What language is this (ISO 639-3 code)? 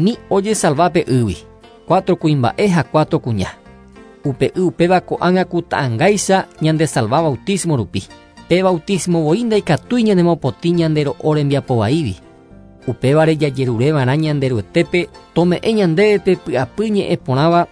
grn